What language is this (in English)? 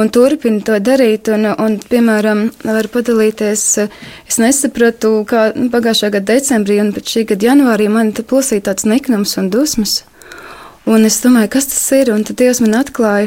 Latvian